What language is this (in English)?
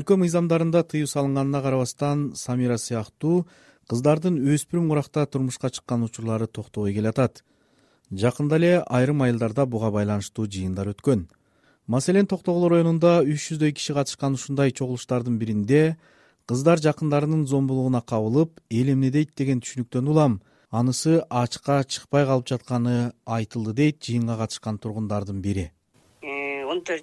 Kyrgyz